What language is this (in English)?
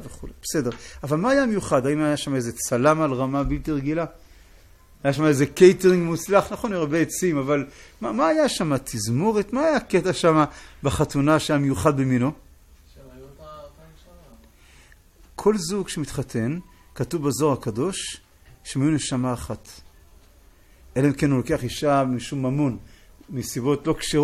Hebrew